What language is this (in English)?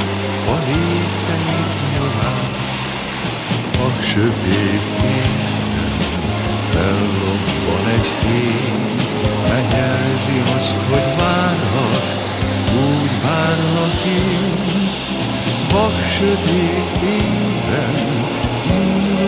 Hungarian